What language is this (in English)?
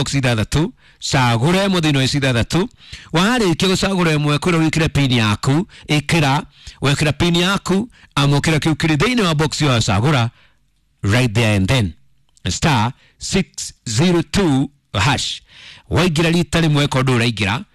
Kikuyu